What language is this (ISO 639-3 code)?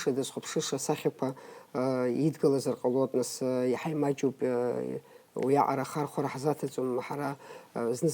abk